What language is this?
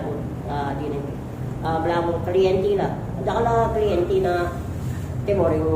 Pampanga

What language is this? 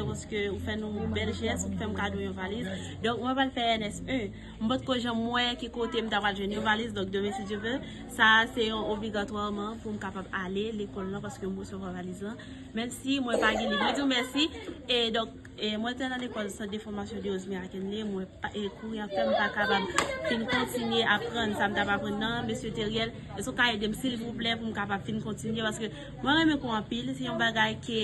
Haitian Creole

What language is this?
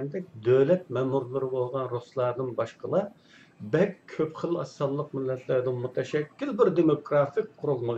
Uyghur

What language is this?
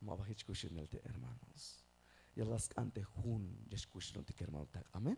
Tzeltal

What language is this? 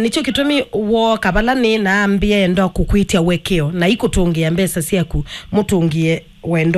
Kamba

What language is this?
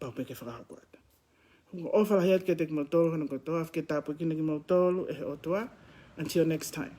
Tongan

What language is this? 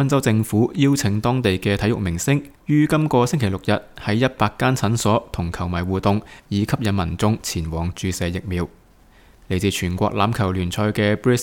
Cantonese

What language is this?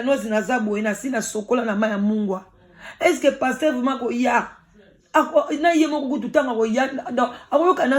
Lingala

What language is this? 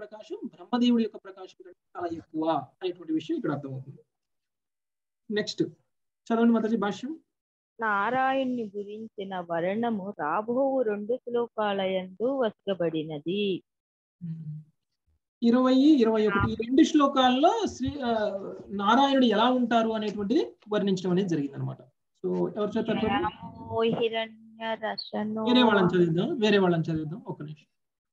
Telugu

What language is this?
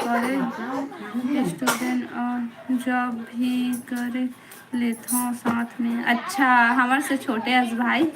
Chhattisgarhi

